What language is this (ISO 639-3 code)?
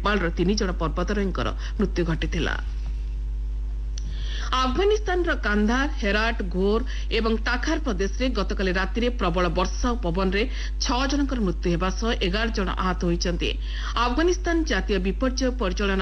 ori